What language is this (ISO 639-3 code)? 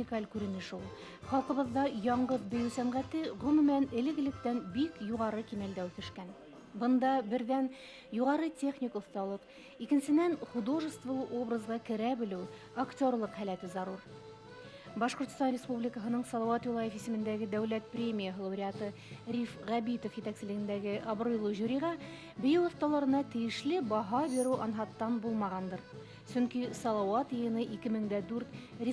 bak